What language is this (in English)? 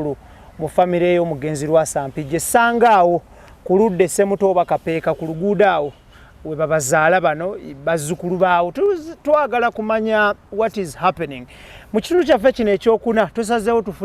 Ganda